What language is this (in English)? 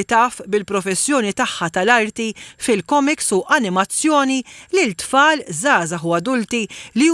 Maltese